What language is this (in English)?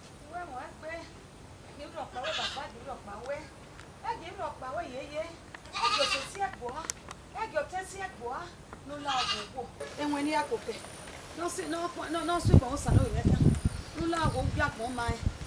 Bini